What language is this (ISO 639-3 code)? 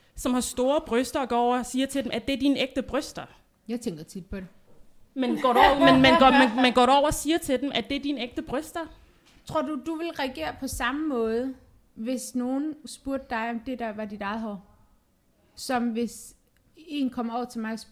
dan